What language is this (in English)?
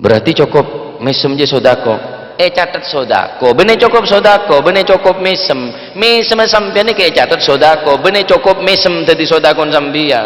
Madurese